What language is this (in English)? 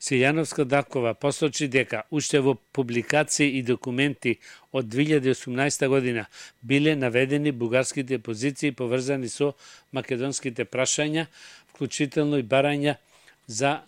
Macedonian